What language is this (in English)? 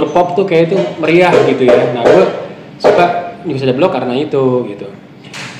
Indonesian